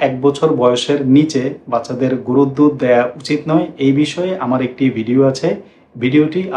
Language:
Bangla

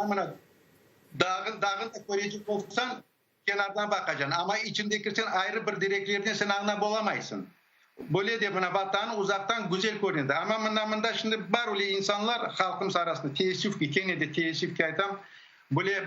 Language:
Crimean Tatar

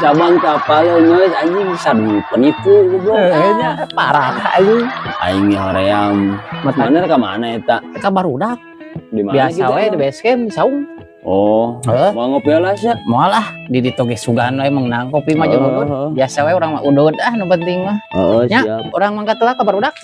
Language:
Sundanese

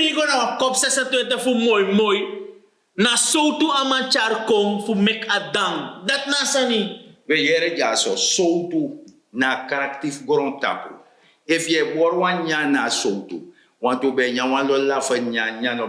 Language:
Sranan Tongo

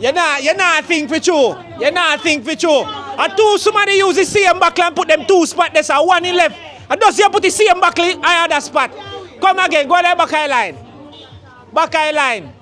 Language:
Jamaican Creole English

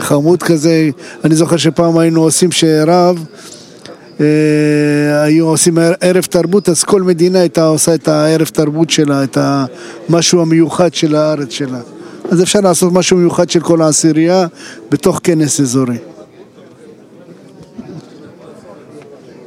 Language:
Hebrew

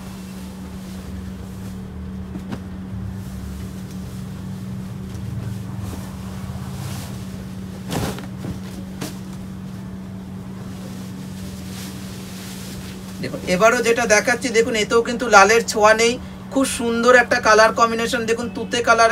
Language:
Bangla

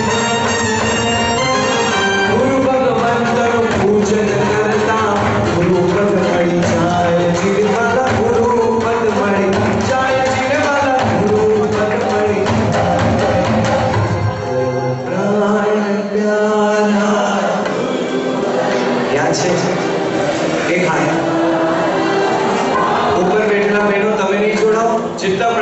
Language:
Gujarati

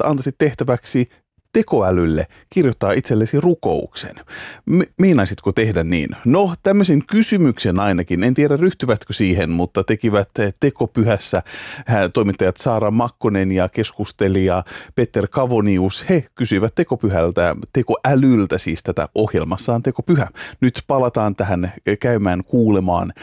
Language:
Finnish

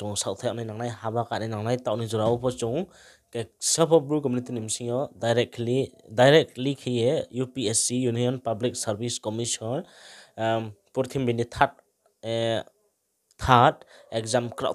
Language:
Riang (India)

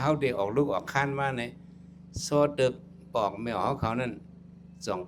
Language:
Shan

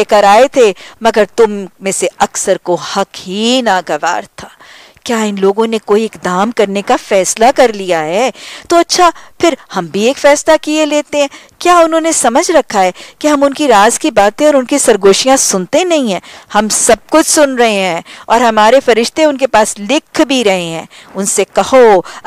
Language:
Urdu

